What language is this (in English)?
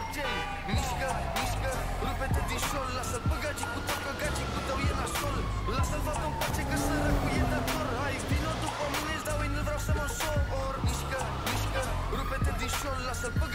Romanian